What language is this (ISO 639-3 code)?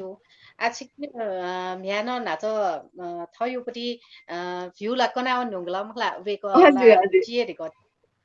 new